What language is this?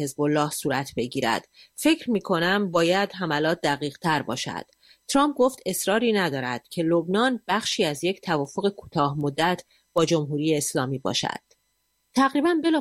Persian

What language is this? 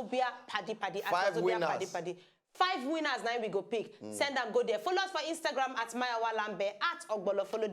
Nigerian Pidgin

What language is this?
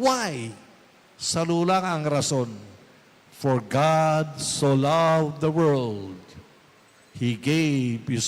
Bikol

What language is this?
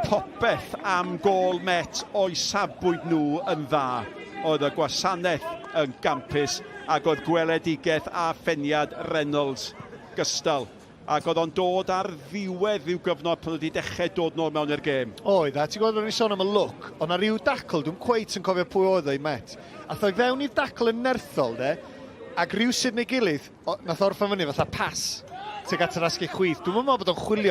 Welsh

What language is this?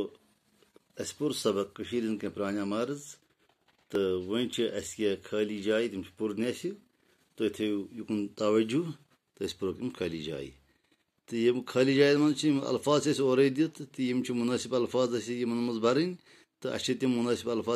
Kashmiri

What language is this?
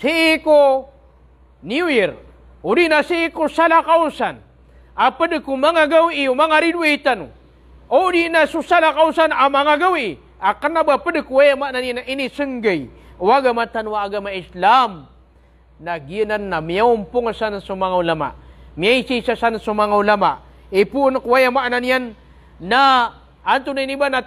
Maranao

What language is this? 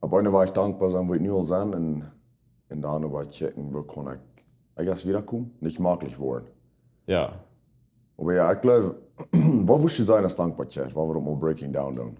Plautdietsch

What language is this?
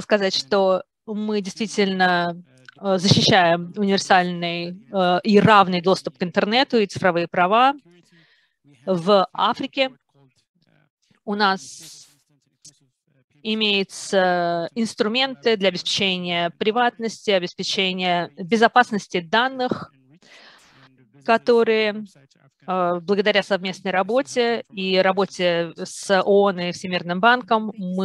Russian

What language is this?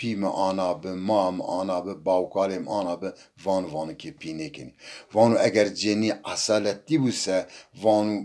Zaza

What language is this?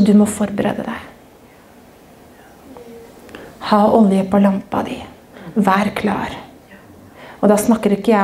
Norwegian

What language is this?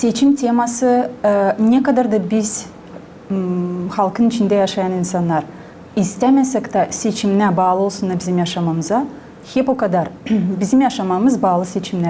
Gagauz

